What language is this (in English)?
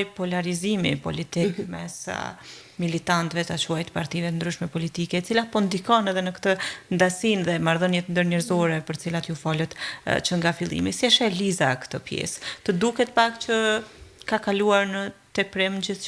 Albanian